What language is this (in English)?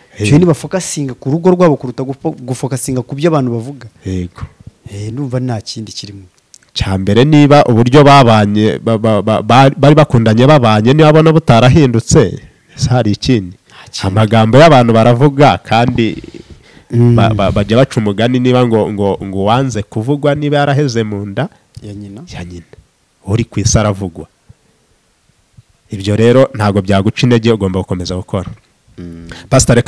Kinyarwanda